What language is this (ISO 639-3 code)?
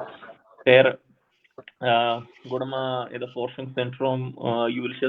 bal